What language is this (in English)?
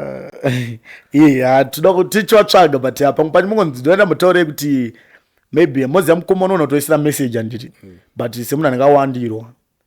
Shona